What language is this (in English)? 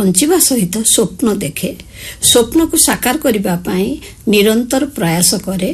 Odia